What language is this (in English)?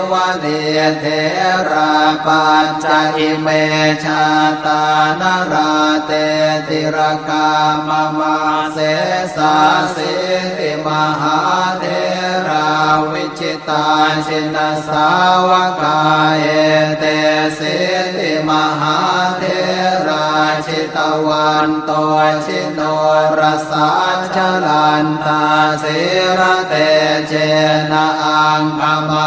Pali